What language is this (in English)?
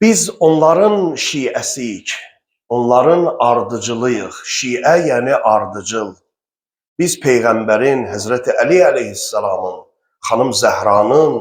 Azerbaijani